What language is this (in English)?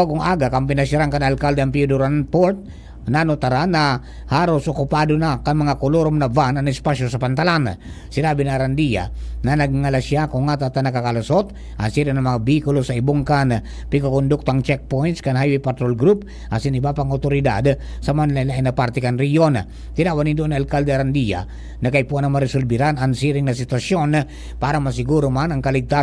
Bikol